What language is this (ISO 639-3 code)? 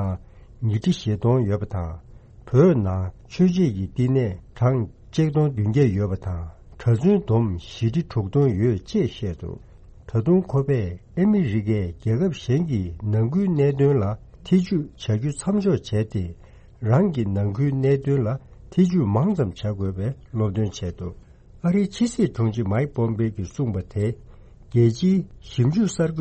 bod